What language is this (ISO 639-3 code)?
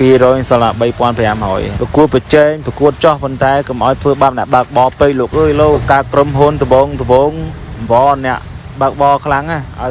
khm